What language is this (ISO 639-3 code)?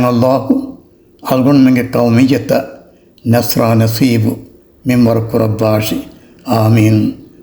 div